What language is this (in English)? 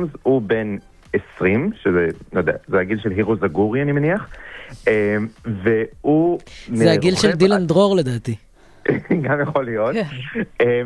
Hebrew